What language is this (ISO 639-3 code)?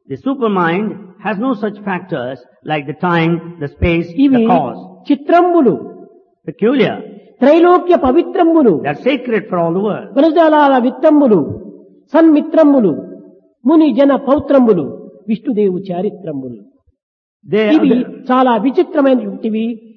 tel